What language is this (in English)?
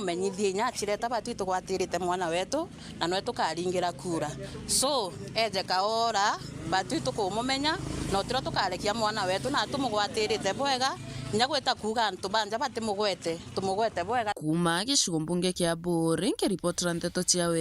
Meru